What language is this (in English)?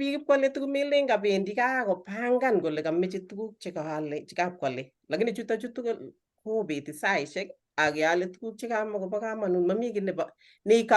Kalenjin